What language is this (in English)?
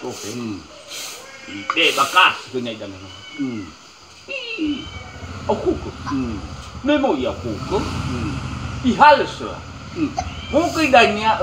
Nias